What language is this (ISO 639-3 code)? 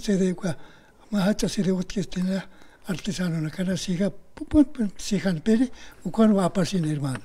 aym